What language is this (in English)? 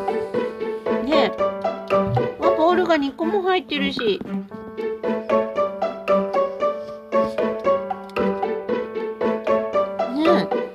Japanese